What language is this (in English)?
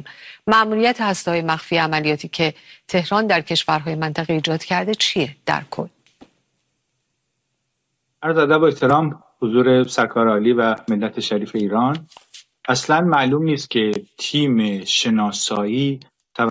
Persian